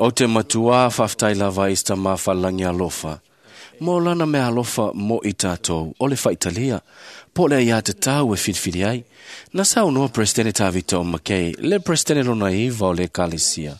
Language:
Samoan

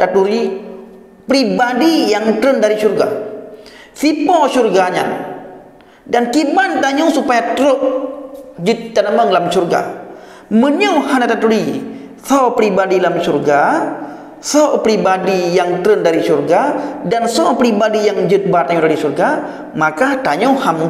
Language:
Achinese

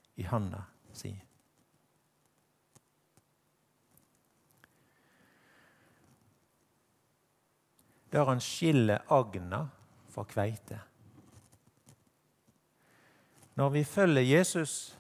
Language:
Norwegian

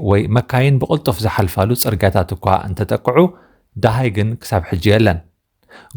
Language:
Tigrinya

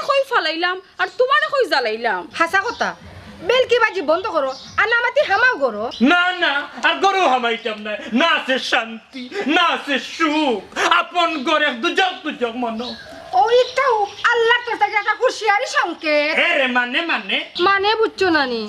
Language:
Sylheti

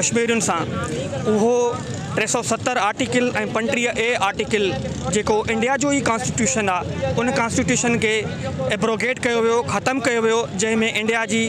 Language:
Sindhi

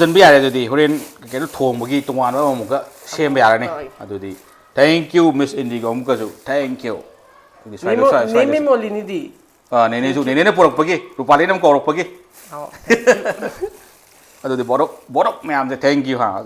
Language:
Manipuri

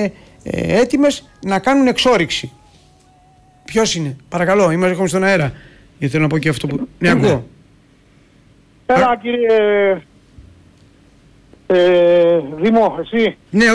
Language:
Greek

